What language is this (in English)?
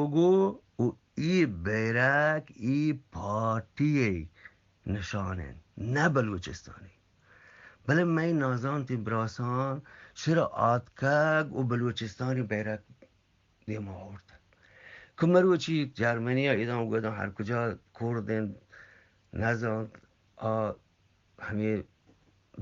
Eastern Balochi